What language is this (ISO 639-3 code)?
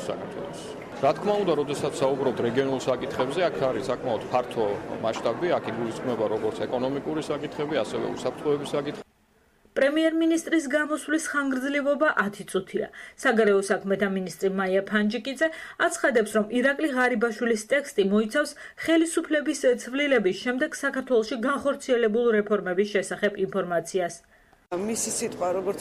kat